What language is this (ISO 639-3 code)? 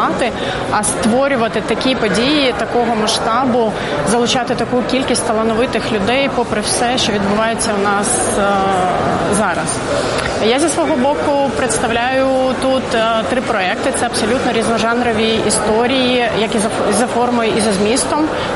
ukr